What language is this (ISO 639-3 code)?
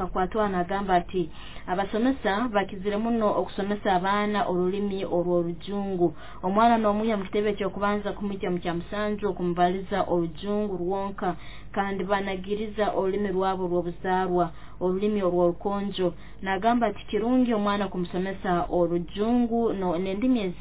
nyo